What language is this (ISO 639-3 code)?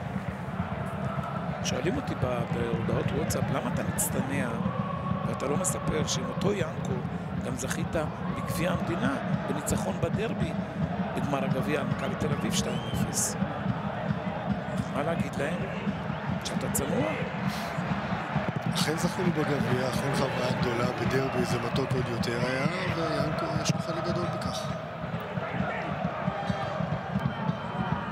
heb